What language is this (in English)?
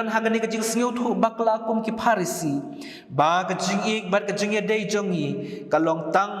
Khasi